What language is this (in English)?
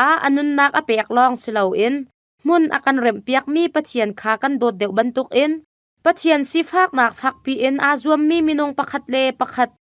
Hakha Chin